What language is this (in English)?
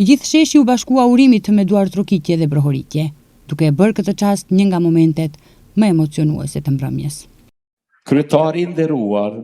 Albanian